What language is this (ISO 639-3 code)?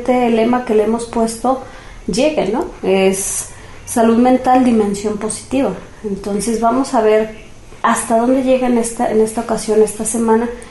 spa